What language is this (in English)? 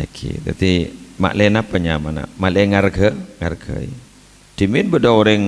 Madurese